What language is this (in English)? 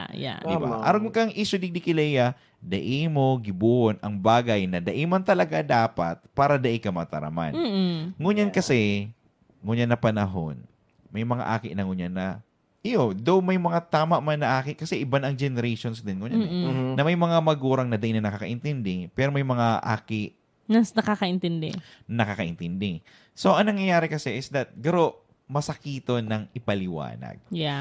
Bikol